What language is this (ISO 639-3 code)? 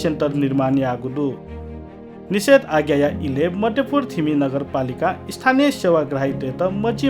new